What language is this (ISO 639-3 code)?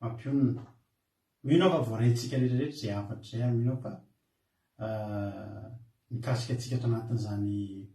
mlg